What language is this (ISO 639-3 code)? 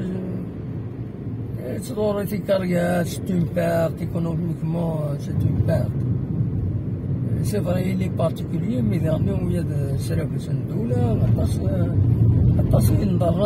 kab